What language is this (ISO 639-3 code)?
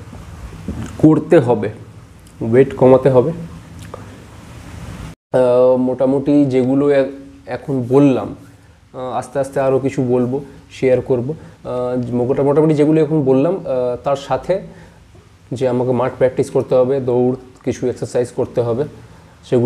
ben